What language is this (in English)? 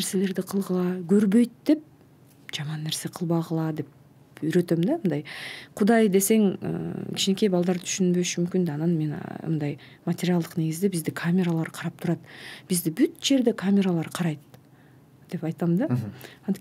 Kyrgyz